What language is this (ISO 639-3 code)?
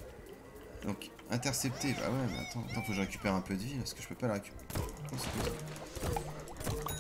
fra